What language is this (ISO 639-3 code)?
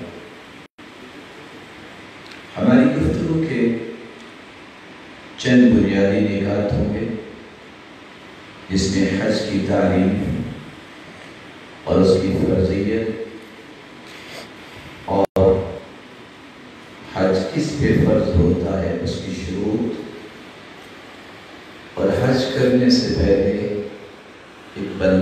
urd